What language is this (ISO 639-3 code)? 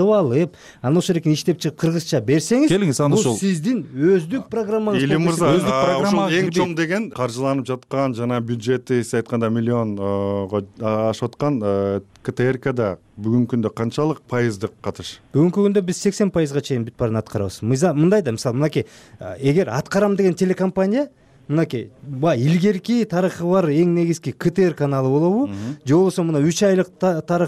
kir